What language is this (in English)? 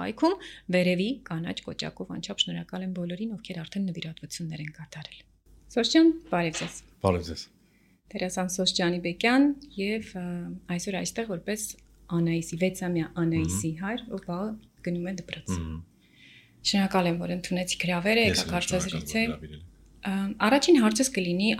Armenian